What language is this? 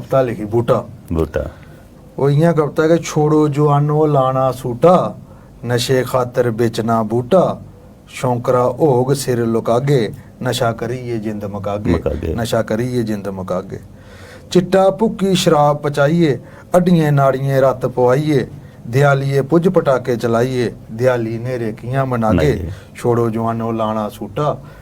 Dogri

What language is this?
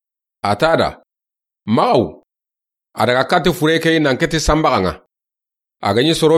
Soninke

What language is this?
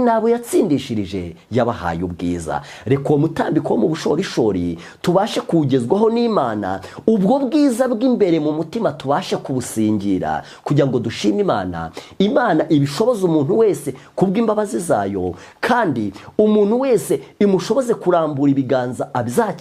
Kinyarwanda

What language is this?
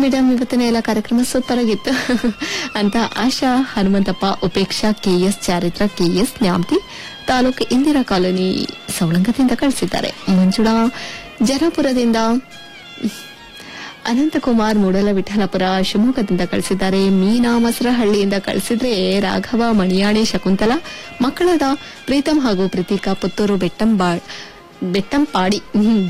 Kannada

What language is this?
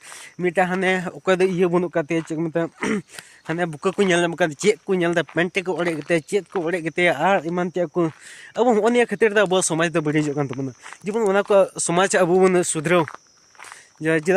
Santali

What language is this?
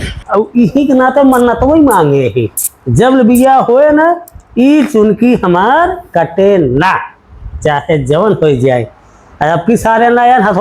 Awadhi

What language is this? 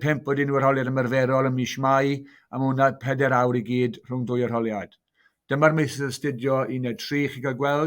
Welsh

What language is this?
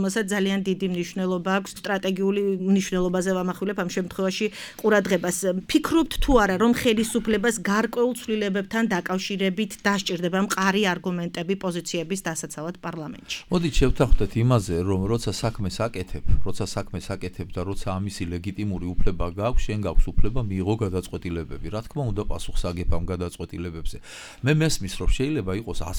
Georgian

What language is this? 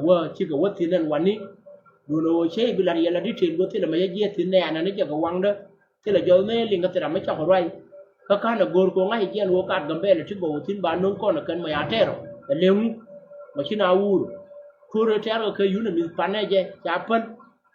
Nuer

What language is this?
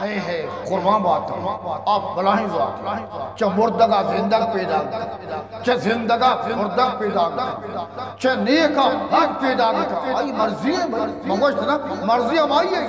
Eastern Balochi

